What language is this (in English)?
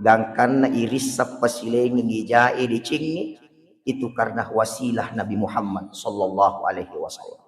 Buginese